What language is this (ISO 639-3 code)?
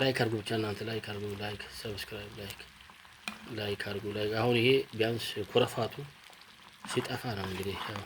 amh